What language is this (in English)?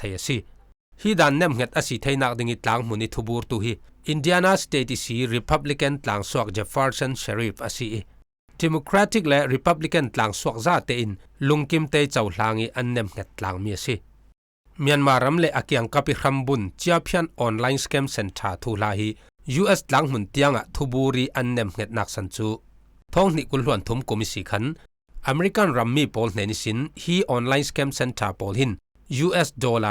Falam Chin